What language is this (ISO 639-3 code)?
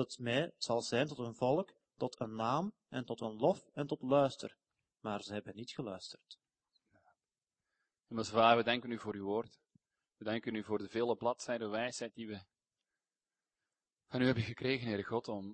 nld